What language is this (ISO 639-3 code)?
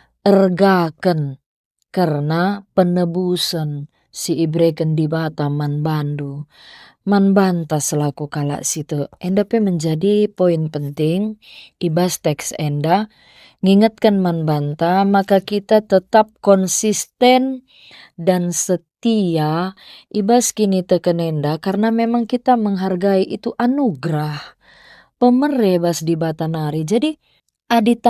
btx